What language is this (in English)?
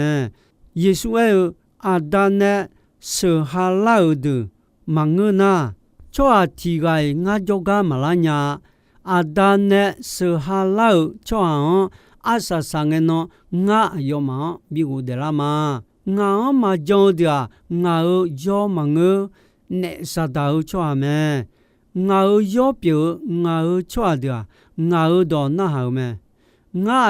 Akha